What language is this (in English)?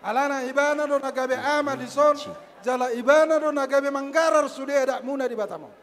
Batak Toba